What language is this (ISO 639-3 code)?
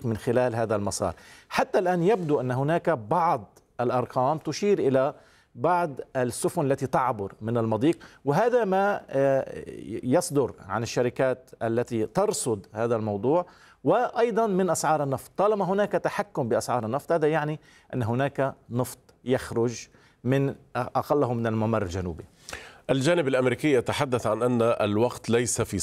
ara